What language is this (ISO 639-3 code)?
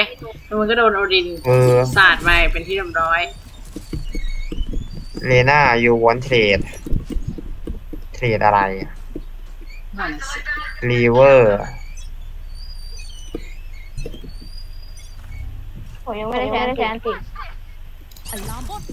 tha